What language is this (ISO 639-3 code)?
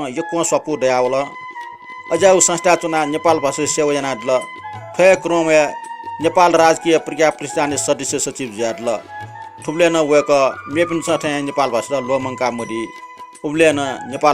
new